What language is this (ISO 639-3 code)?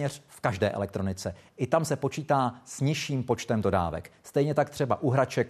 ces